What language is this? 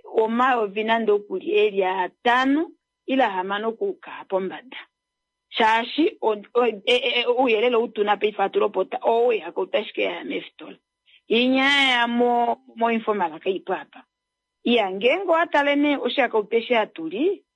Kuanyama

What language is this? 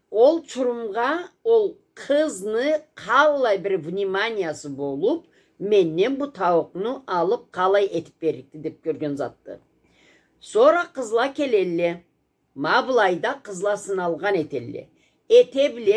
Karachay-Balkar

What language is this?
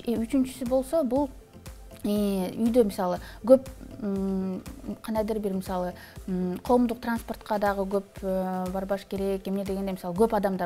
Kyrgyz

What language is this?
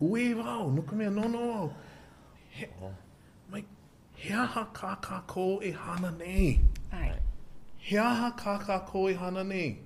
Hawaiian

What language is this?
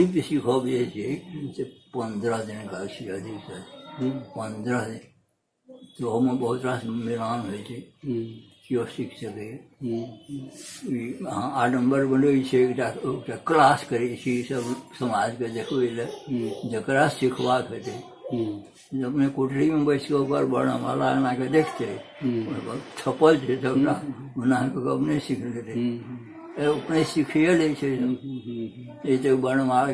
Maithili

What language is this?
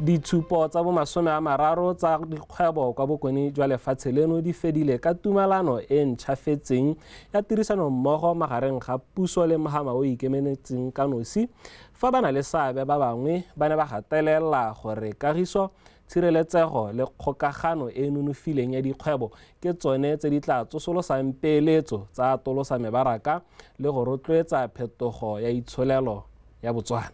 Tswana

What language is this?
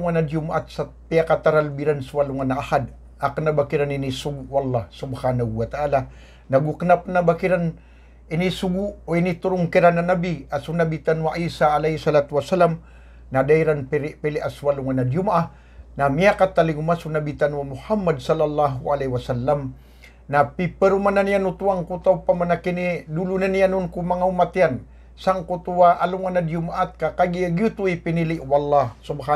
Maranao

